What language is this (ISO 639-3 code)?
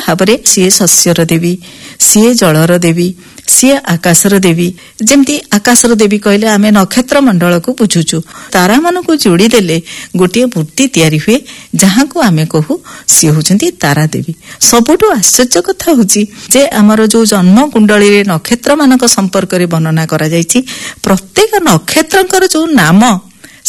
ori